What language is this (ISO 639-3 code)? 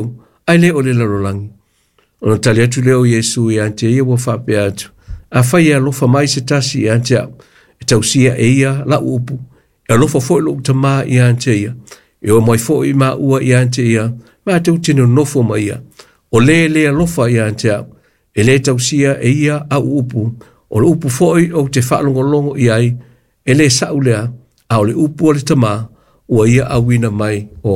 smo